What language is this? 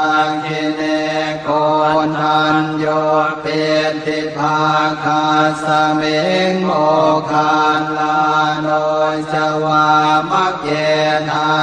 Pali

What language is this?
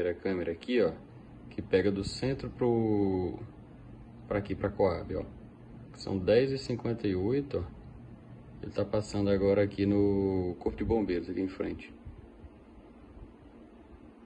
Portuguese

